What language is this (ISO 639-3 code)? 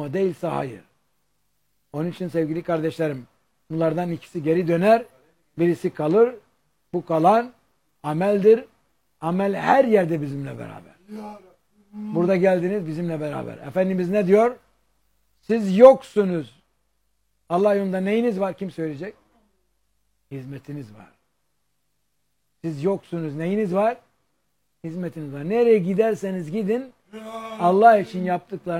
tur